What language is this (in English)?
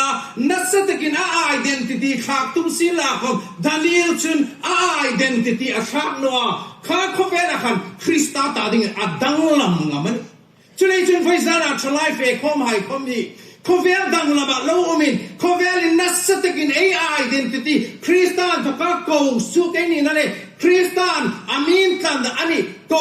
Hmar